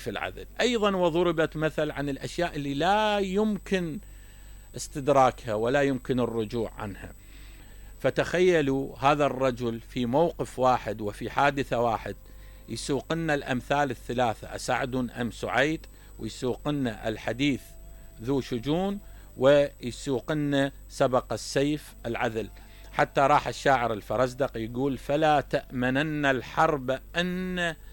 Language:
Mesopotamian Arabic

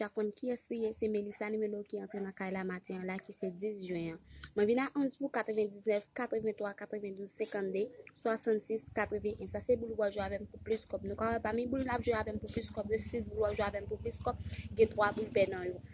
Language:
Haitian Creole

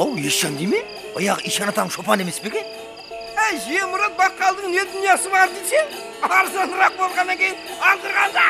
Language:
Kara-Kalpak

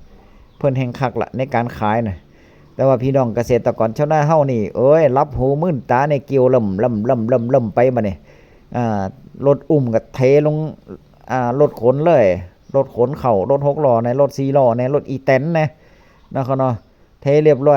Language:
Northeastern Thai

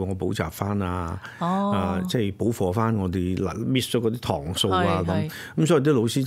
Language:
Cantonese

